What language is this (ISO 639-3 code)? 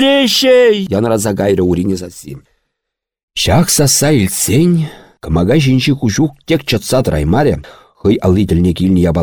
chv